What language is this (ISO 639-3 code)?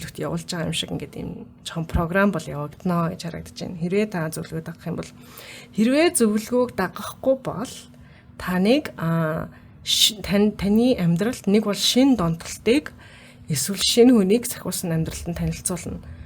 mon